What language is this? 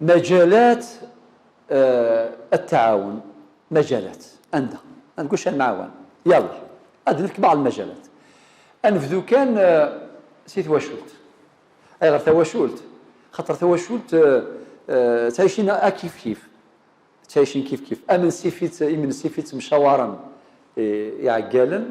Kabyle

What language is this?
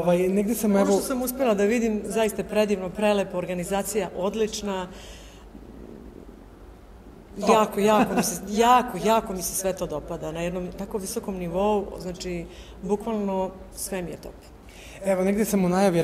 Serbian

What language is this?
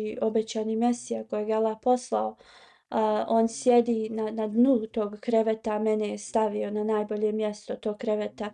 Bosnian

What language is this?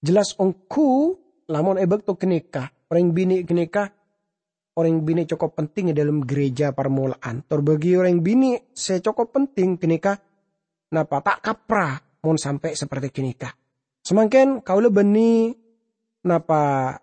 Madurese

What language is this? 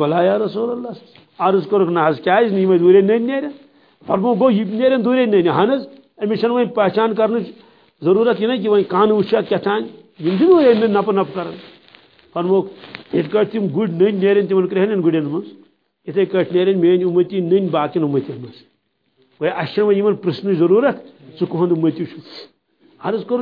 Kashmiri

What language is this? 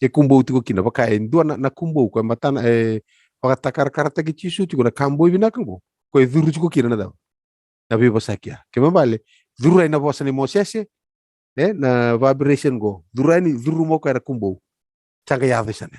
Fijian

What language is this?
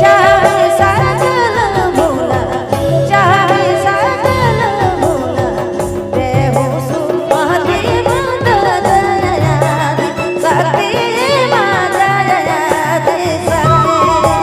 Sadri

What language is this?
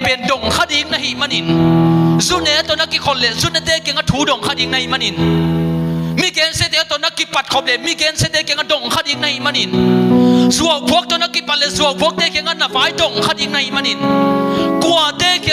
Tedim Chin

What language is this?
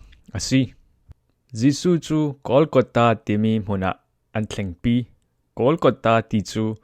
Falam Chin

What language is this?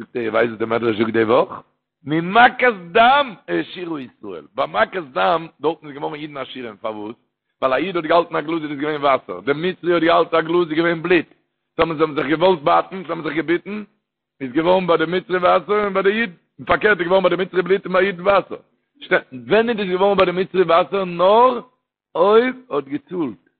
Yiddish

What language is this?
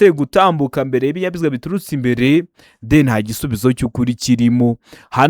Kinyarwanda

